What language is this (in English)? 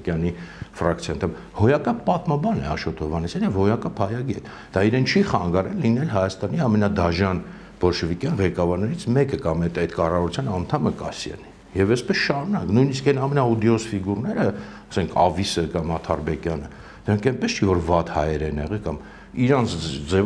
Armenian